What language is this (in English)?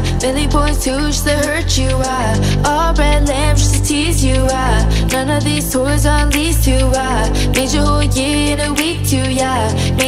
English